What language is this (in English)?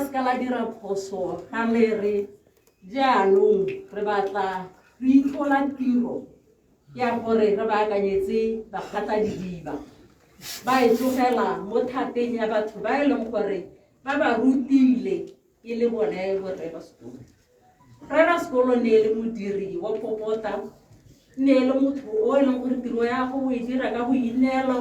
Tswana